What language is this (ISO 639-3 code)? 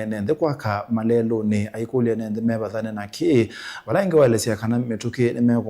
kam